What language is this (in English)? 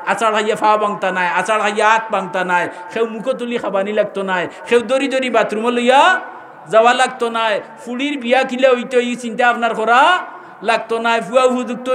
Sylheti